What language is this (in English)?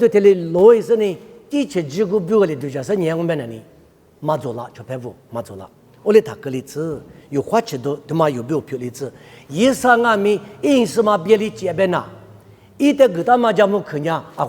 Lisu